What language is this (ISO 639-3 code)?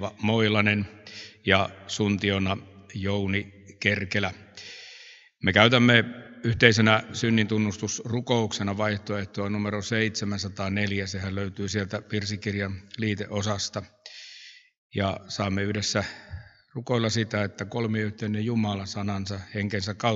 fin